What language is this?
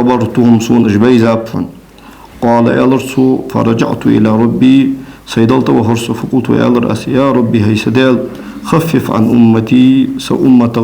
Ingush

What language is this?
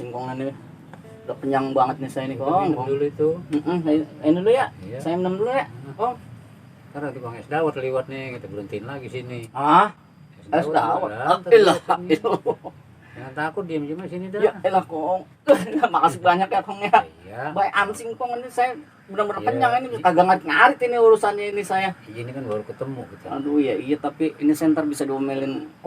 Betawi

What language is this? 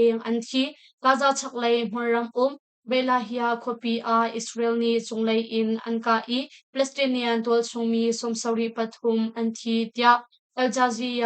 Hakha Chin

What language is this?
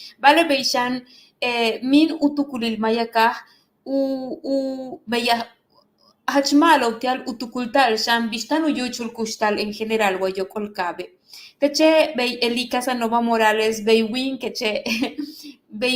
Yucateco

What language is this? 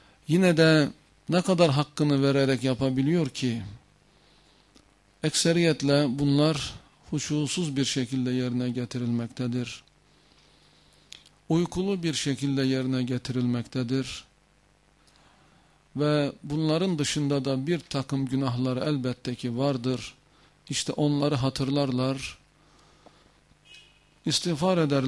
Turkish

